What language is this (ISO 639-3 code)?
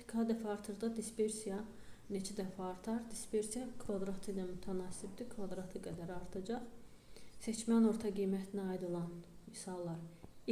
aze